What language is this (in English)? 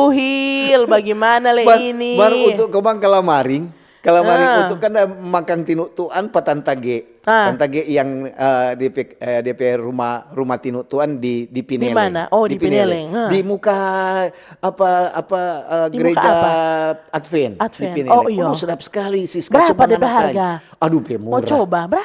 Manado Malay